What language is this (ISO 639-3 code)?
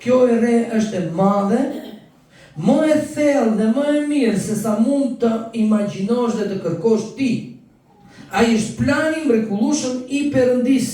sqi